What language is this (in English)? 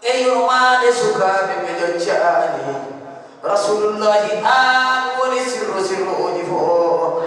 Fula